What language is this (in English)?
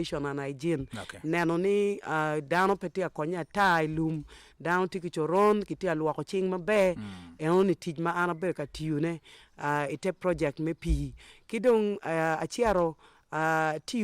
Acoli